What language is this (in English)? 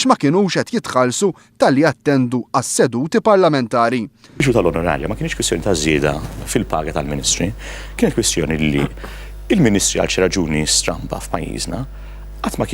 Maltese